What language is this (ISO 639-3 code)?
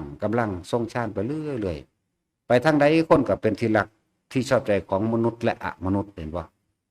tts